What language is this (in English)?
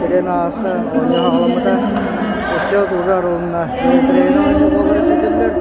Yakut